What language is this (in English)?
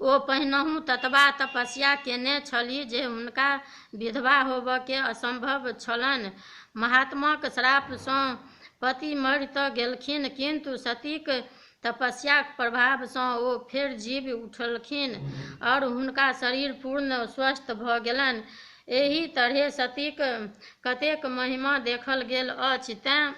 Maithili